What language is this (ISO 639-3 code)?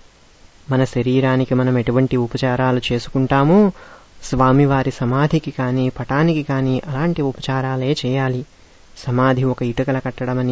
tel